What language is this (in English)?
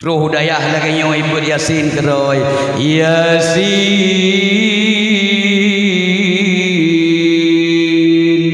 Achinese